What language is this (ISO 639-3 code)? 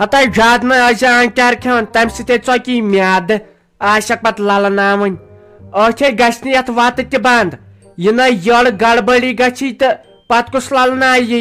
kas